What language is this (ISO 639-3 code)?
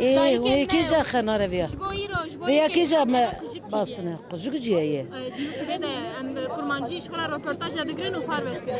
kur